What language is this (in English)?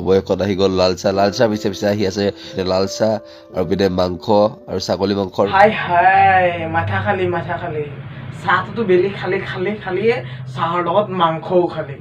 Assamese